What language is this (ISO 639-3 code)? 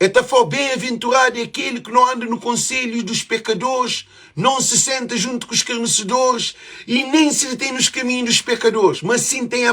kea